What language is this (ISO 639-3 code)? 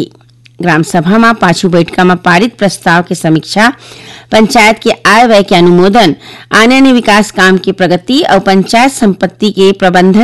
hne